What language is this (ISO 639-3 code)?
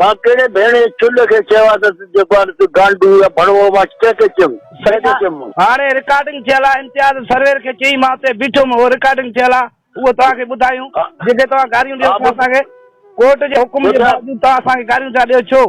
snd